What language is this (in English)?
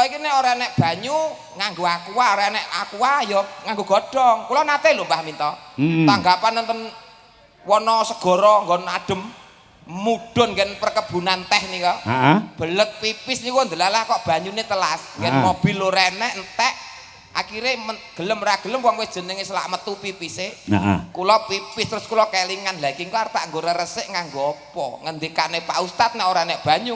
Javanese